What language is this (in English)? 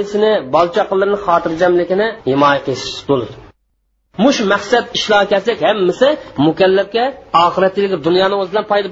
Uyghur